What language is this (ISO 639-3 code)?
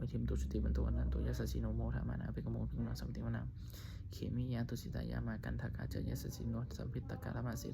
pli